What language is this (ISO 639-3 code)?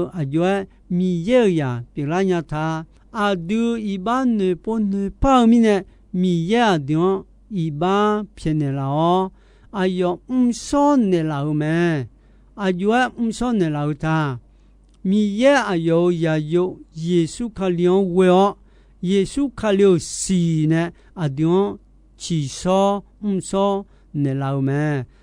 ahk